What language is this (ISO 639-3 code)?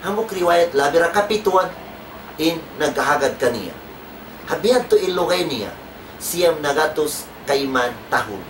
tsg